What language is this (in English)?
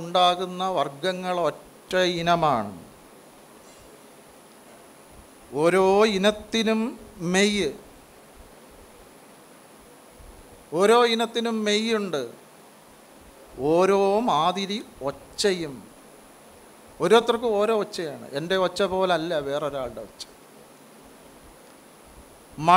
Malayalam